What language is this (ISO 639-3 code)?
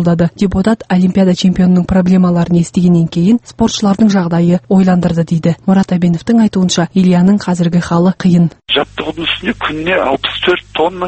kaz